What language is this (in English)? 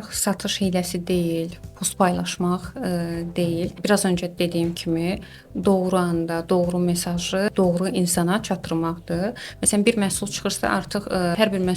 Azerbaijani